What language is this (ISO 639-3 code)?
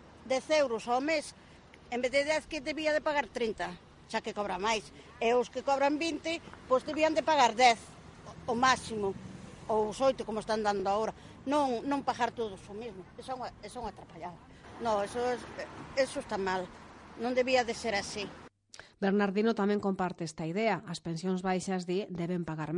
glg